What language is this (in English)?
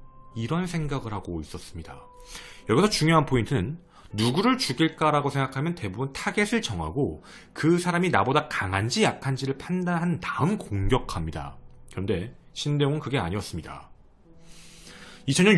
Korean